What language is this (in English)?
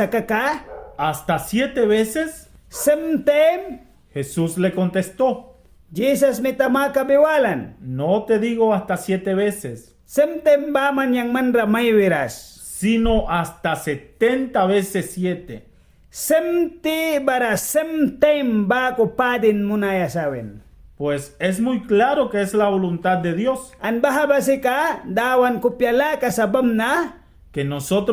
Mískito